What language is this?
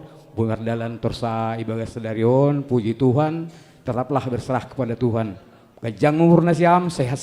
Batak Simalungun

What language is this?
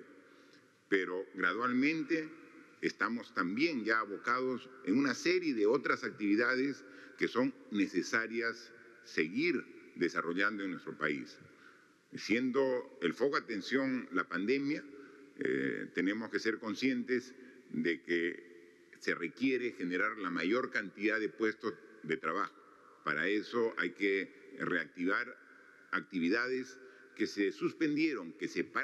Spanish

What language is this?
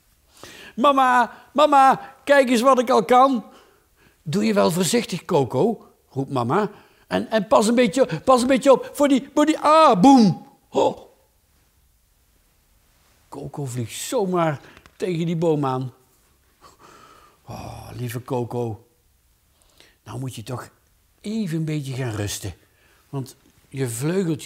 Dutch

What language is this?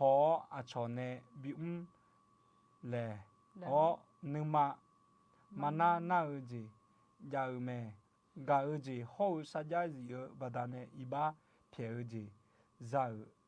Akha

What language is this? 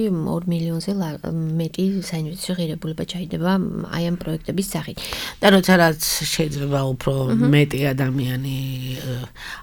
Georgian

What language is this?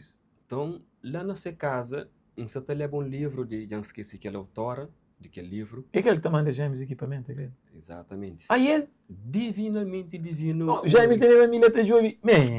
Kabuverdianu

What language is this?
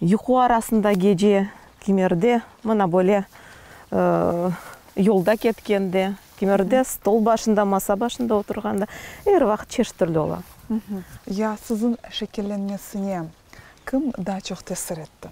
Crimean Tatar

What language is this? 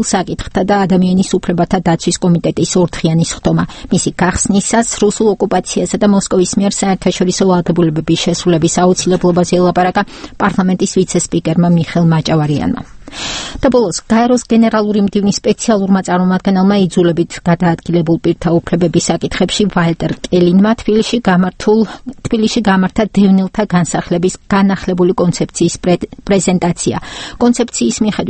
Georgian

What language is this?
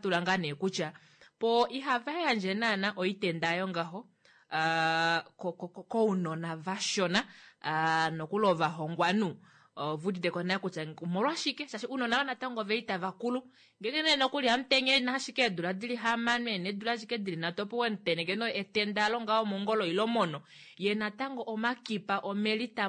Kuanyama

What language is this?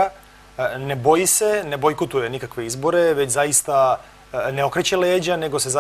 Serbian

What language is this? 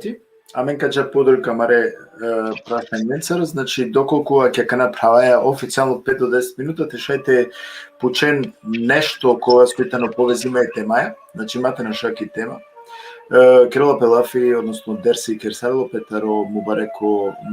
Balkan Romani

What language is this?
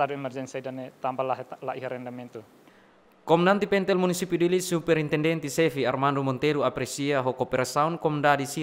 Tetum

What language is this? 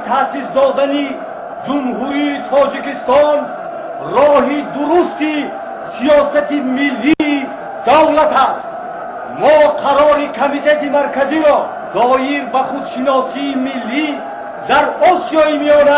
Tajik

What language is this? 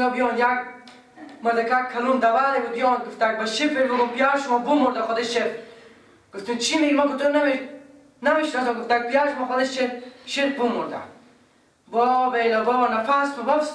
Persian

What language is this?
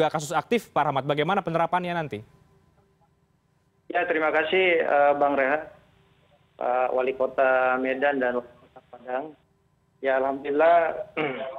Indonesian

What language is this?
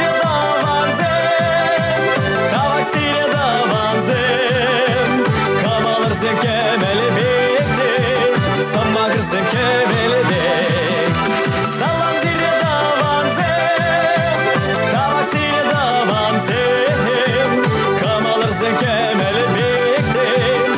Chuvash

